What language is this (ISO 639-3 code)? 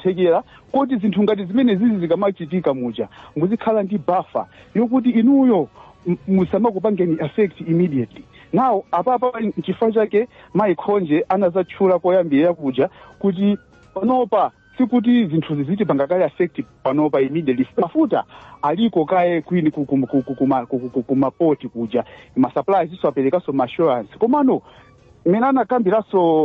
nya